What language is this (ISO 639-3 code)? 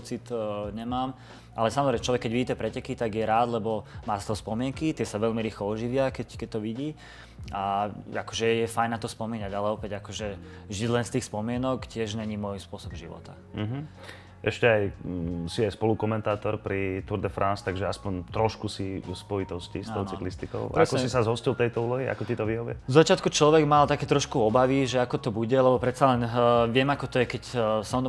slk